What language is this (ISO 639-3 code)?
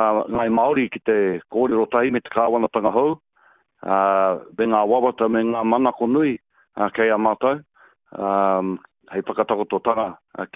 mri